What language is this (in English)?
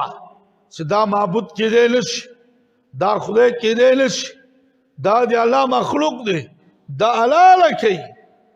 Pashto